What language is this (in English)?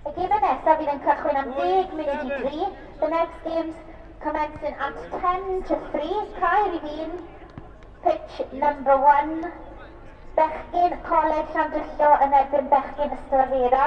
Welsh